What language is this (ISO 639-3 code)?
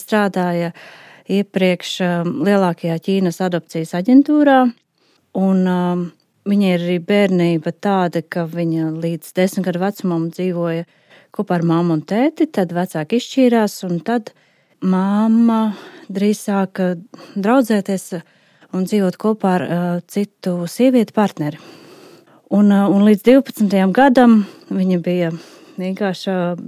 lav